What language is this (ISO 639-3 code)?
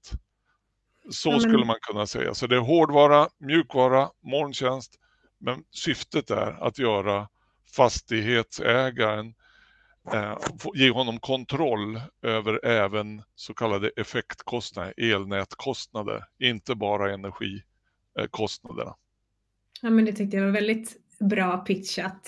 swe